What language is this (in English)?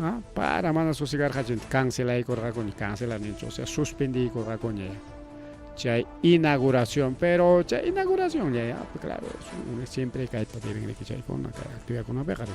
Ayacucho Quechua